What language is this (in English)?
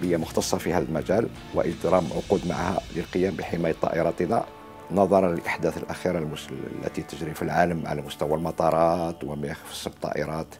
Arabic